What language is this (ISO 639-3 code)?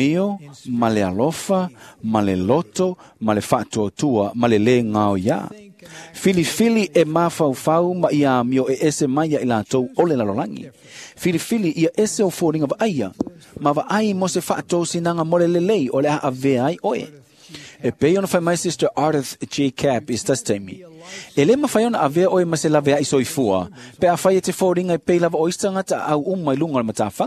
smo